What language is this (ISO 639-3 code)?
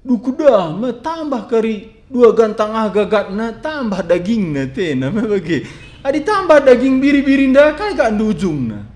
btx